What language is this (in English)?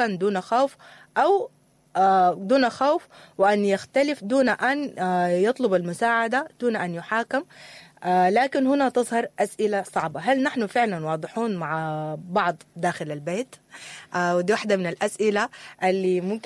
Sudanese Arabic